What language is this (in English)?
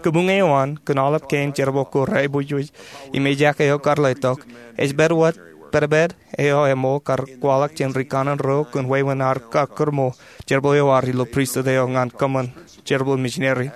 Marshallese